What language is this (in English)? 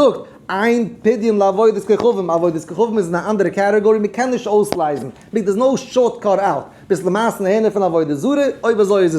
Yiddish